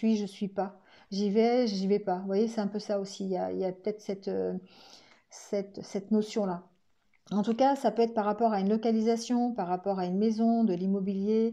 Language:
French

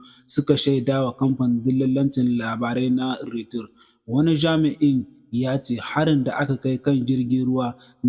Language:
Hausa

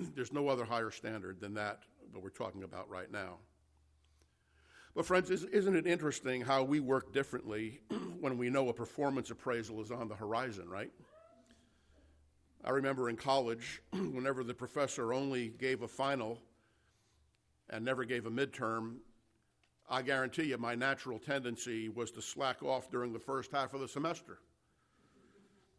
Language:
English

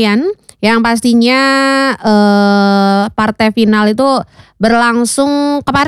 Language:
Indonesian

